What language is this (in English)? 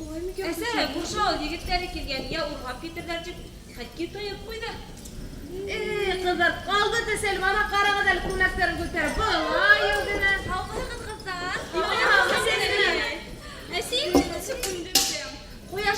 Bashkir